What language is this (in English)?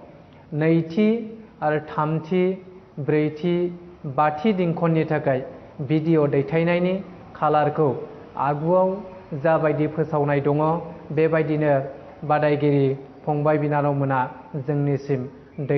Bodo